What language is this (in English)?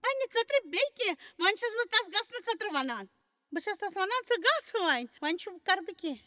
Kashmiri